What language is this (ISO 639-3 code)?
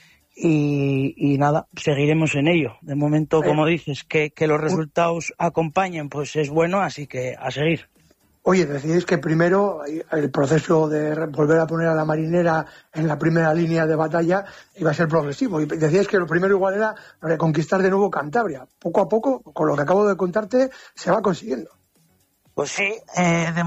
spa